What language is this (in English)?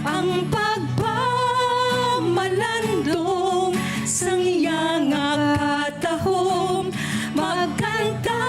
Hiligaynon